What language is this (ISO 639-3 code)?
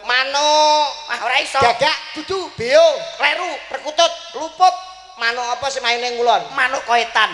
jav